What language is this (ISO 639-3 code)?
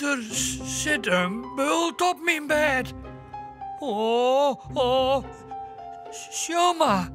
fry